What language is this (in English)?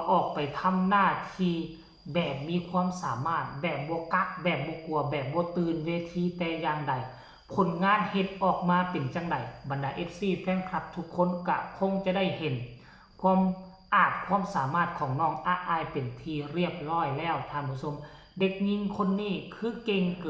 Northeastern Thai